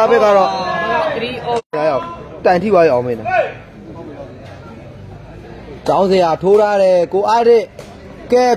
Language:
Burmese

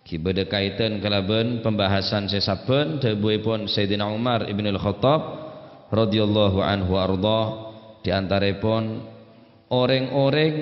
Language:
Madurese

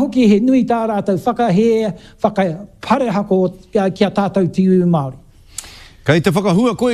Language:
Māori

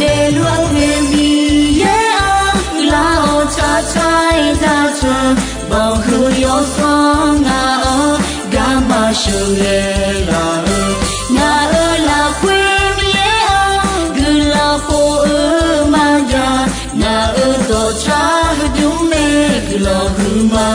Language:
Akha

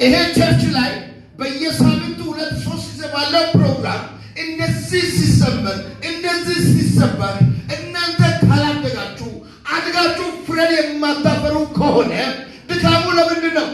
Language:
Amharic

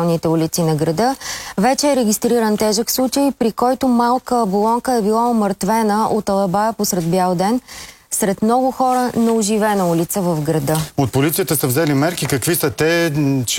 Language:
Bulgarian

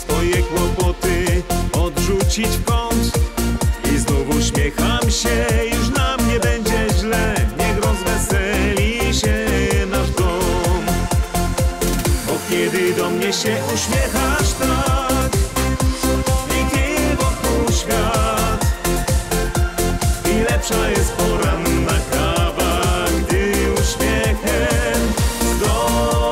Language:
Polish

